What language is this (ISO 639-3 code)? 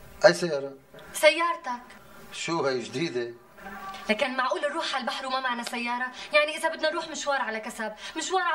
apc